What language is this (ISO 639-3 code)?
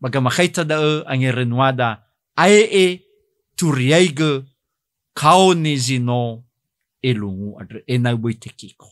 nia